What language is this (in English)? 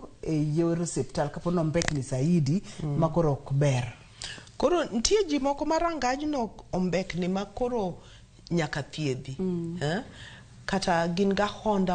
Luo (Kenya and Tanzania)